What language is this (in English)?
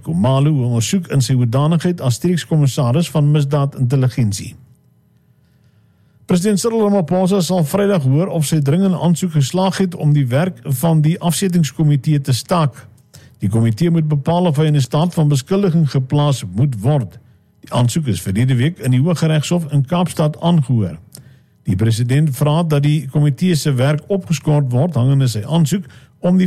Afrikaans